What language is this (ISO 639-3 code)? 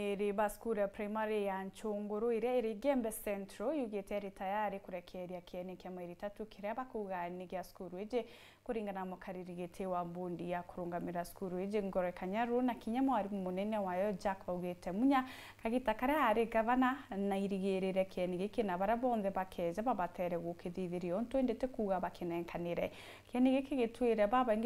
mer